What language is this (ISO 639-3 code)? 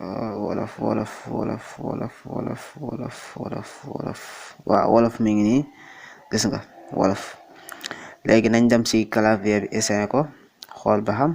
wol